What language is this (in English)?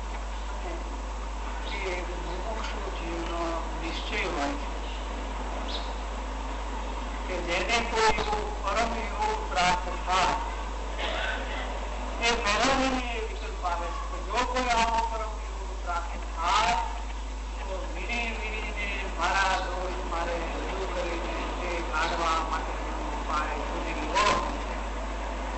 Gujarati